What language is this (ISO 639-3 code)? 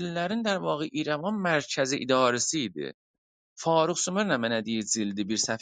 azb